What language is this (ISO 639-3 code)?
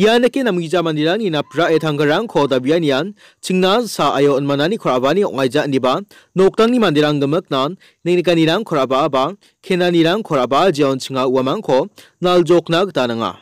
grt